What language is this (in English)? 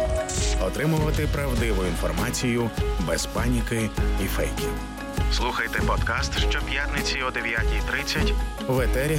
Ukrainian